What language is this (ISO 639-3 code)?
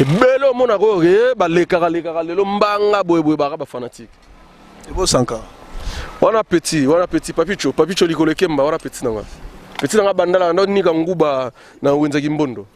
lin